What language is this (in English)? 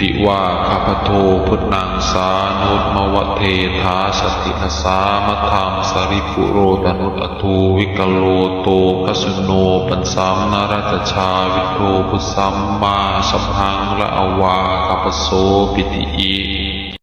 Pali